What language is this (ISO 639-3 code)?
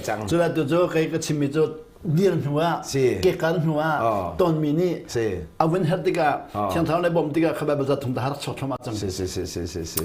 cnh